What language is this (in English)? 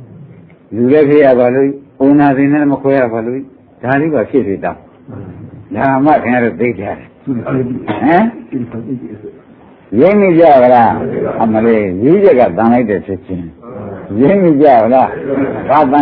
Burmese